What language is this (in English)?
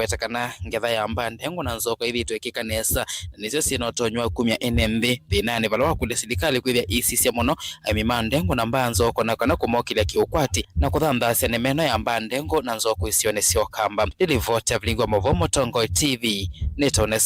Kamba